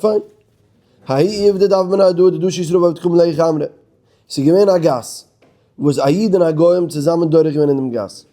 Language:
Yiddish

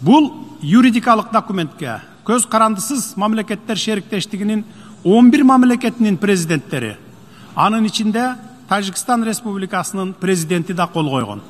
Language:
Kyrgyz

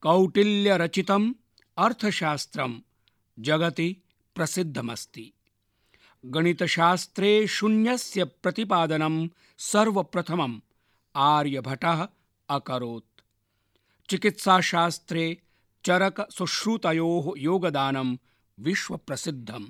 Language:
Sanskrit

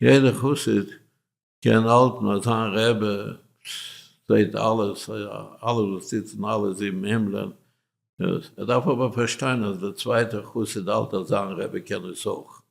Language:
Yiddish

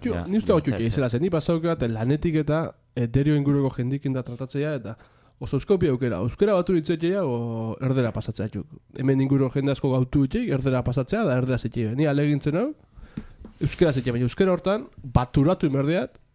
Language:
Basque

